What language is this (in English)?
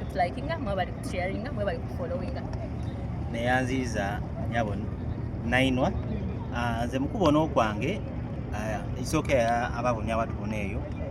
Soga